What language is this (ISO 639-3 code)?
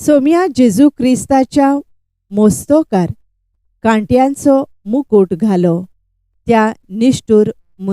kok